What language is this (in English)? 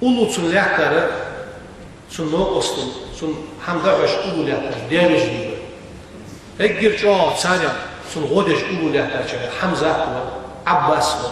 Ingush